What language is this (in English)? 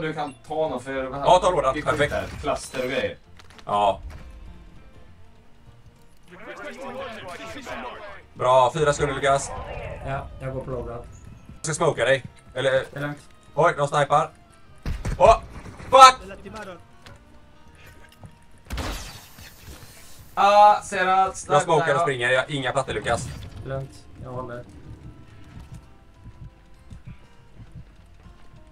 Swedish